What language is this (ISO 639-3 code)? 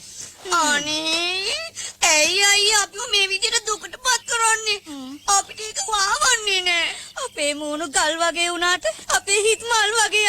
sin